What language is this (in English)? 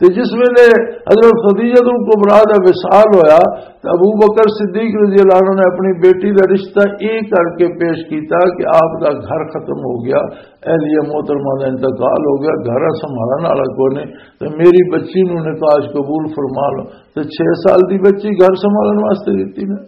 Western Panjabi